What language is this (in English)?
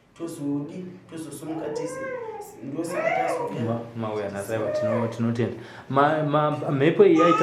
Shona